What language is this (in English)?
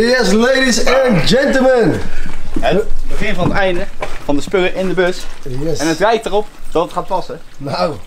Dutch